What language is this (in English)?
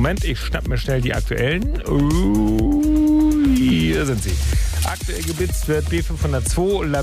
German